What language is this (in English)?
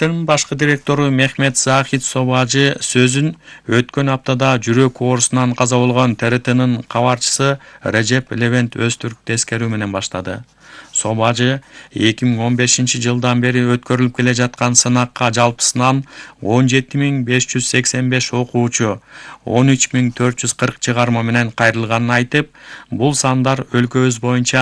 Kyrgyz